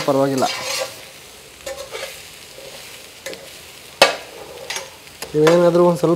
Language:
Kannada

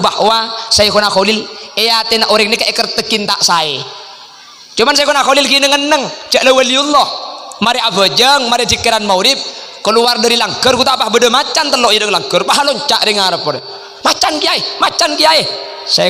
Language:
Madurese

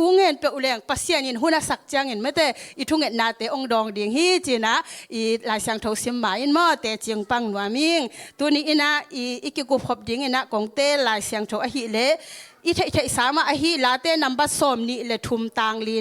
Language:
Tedim Chin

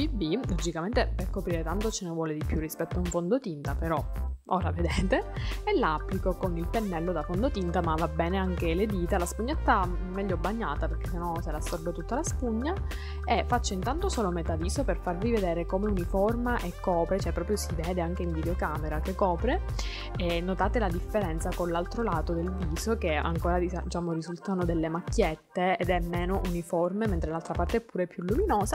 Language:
Italian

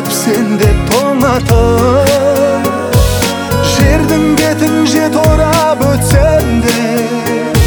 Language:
Kazakh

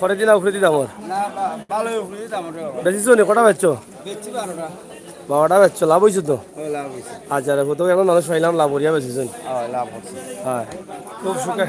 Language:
Sylheti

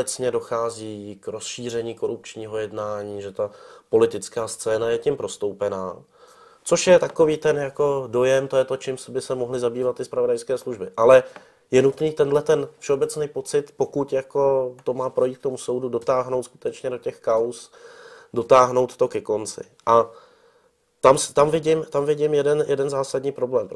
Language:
Czech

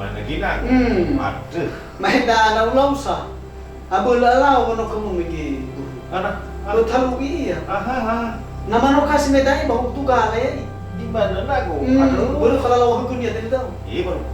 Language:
Nias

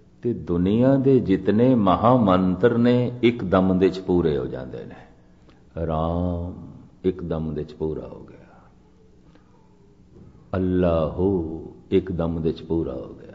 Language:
Punjabi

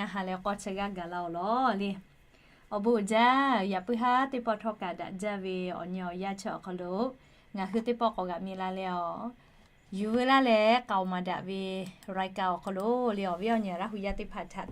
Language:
Lahu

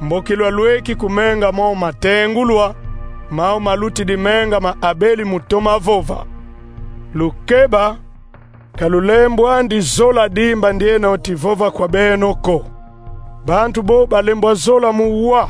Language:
Kongo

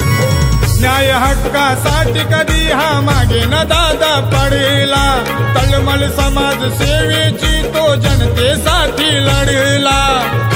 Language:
Marathi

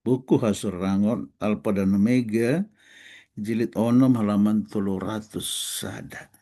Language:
Batak Toba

